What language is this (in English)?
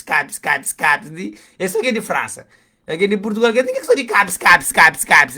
Kabuverdianu